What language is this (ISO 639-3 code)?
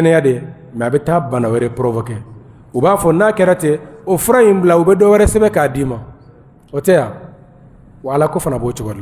bam